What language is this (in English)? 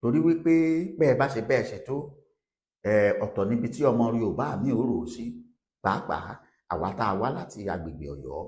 Yoruba